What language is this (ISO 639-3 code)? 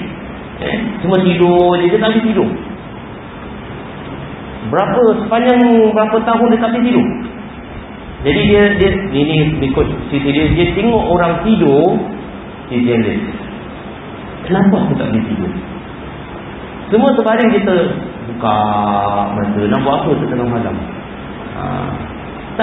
msa